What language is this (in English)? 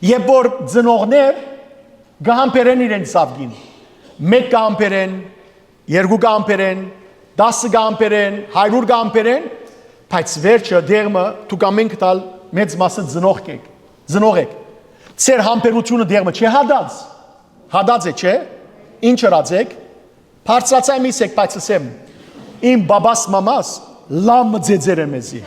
Western Armenian